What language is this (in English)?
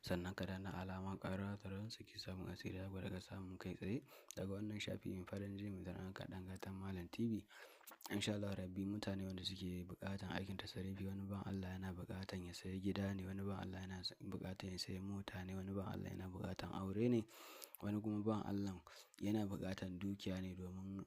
Hausa